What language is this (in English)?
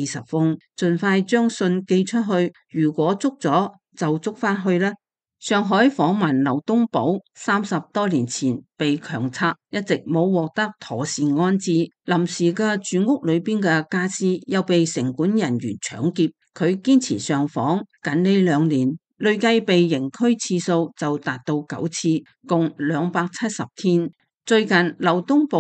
Cantonese